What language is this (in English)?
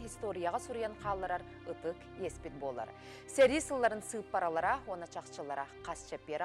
Yakut